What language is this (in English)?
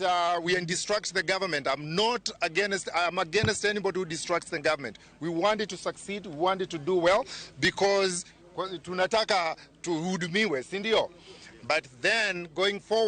Luo (Kenya and Tanzania)